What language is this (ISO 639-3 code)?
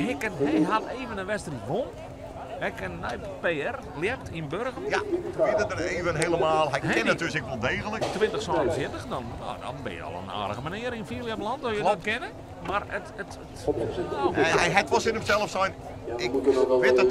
fry